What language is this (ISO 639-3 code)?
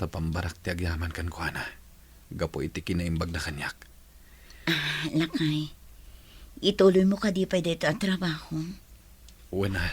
ilo